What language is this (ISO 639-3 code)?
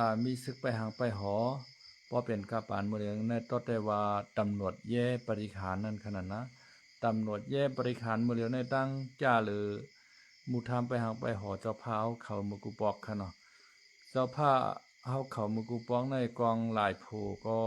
shn